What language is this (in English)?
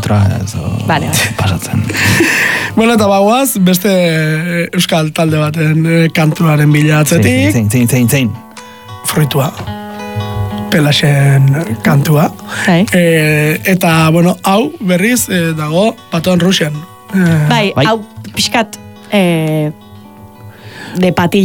Basque